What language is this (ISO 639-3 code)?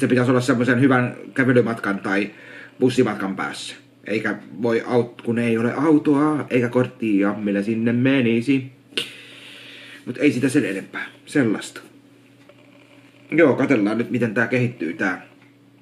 fin